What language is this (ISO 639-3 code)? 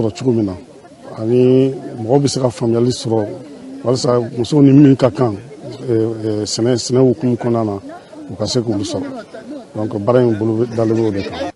bam